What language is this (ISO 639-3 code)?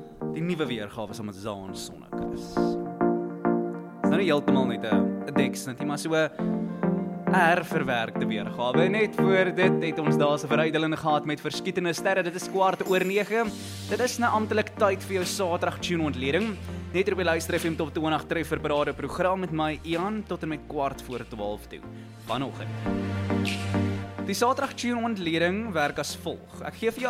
afr